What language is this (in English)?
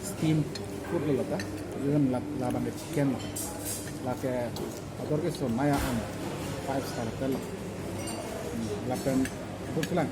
Karbi